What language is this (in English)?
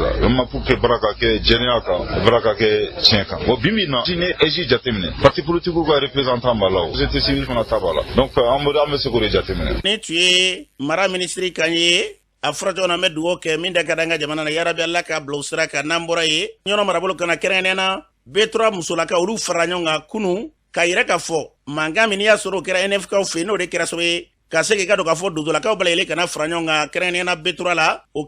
Bambara